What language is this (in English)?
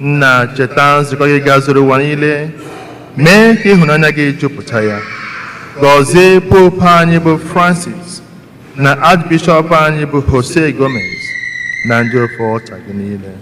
Igbo